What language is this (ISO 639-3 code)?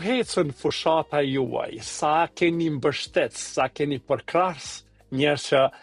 sqi